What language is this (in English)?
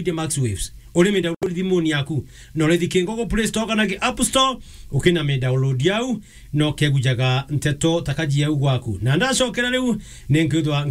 Meru